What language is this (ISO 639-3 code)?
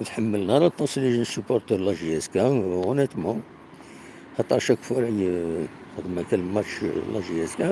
kab